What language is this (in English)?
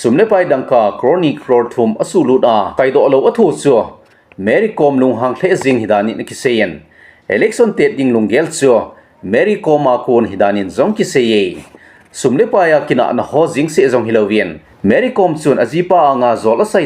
Thado Chin